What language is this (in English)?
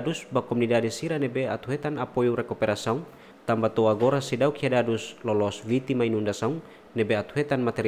Tetum